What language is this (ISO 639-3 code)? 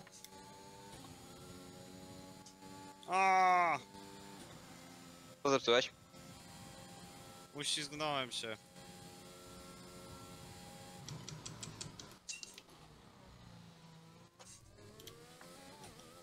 pol